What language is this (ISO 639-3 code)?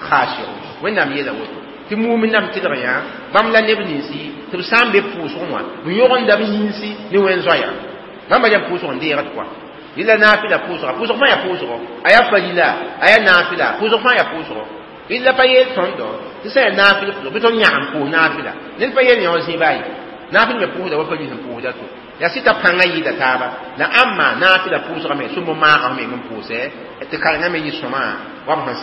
mos